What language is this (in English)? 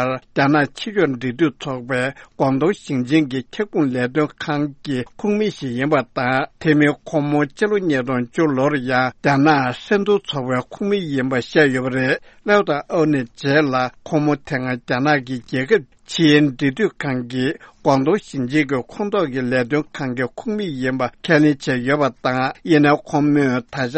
Tibetan